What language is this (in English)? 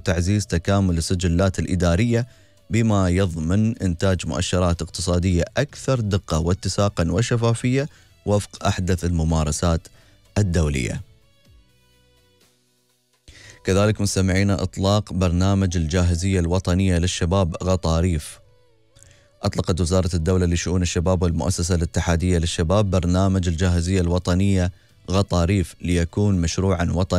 Arabic